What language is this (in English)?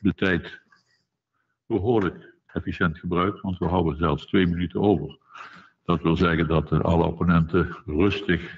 Dutch